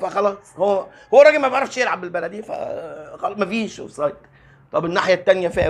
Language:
Egyptian Arabic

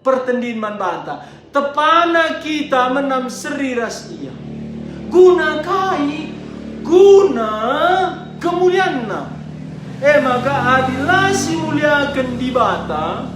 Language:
Batak Karo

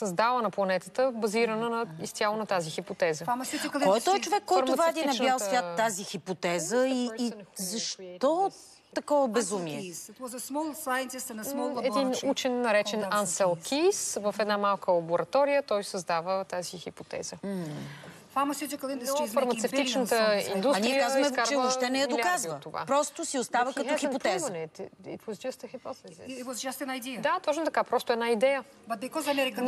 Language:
Bulgarian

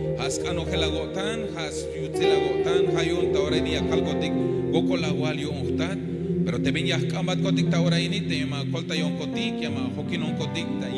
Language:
Tzeltal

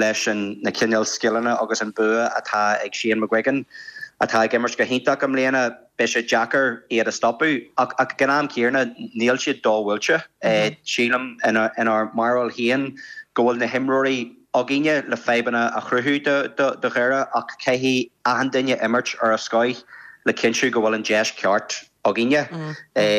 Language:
Irish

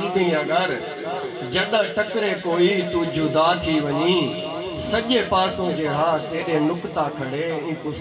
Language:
Saraiki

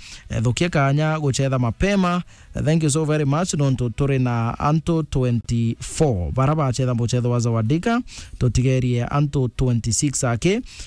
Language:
Meru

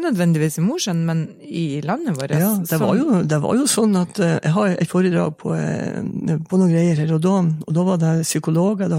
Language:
Norwegian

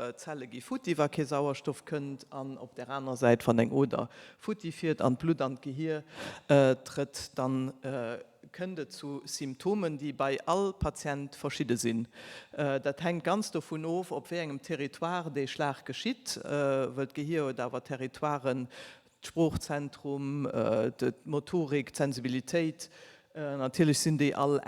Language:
Luxembourgish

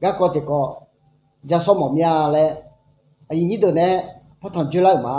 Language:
Akha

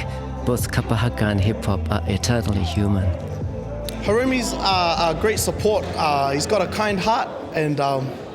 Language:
Māori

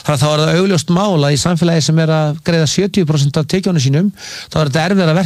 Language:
Icelandic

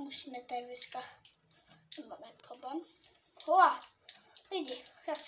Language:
Czech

